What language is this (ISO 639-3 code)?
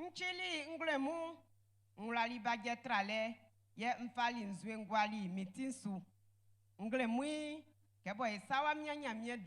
bci